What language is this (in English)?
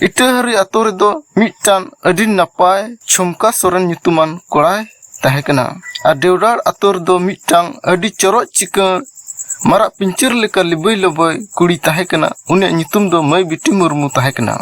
Santali